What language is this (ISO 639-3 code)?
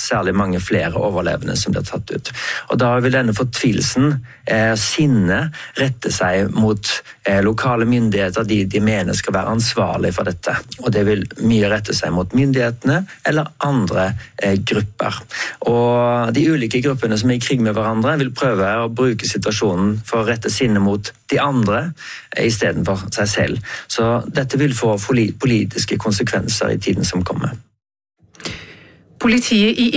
nor